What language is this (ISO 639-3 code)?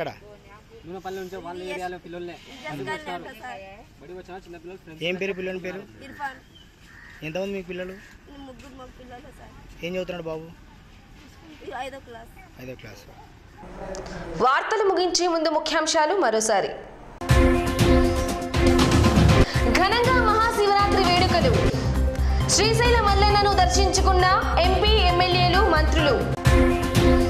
tel